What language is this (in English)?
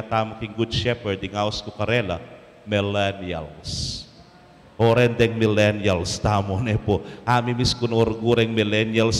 Pampanga